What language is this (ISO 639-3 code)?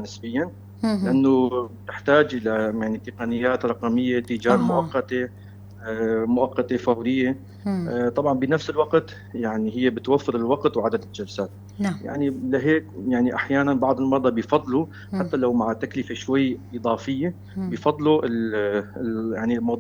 apc